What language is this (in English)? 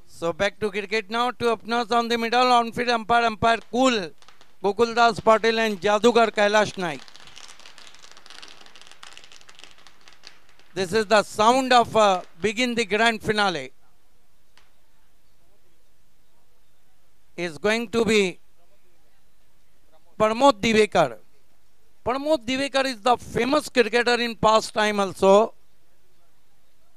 Marathi